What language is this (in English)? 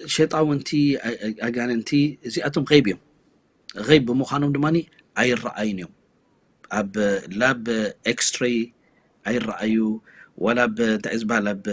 Tigrinya